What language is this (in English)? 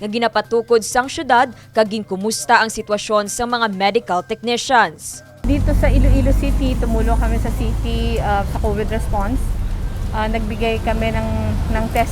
Hiligaynon